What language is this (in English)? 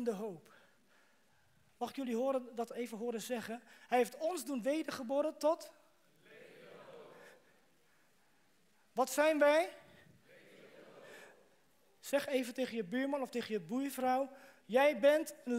Dutch